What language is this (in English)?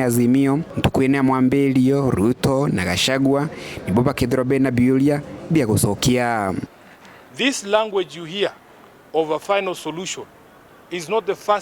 Meru